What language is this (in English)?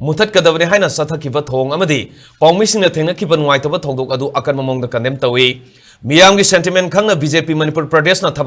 Manipuri